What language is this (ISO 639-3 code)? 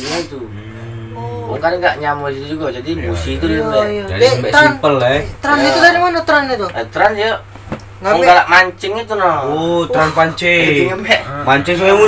mui